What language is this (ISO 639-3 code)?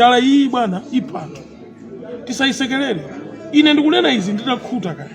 nya